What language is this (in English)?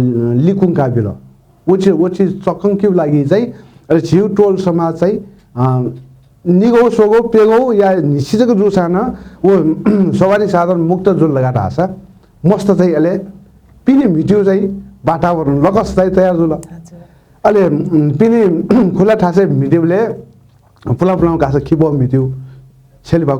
Newari